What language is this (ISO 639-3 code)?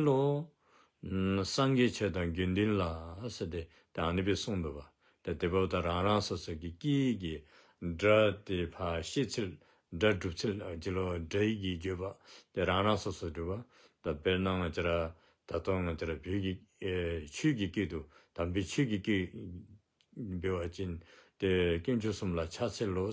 dzo